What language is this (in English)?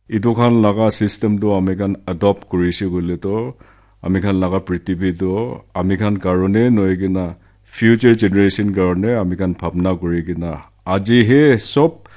Naga Pidgin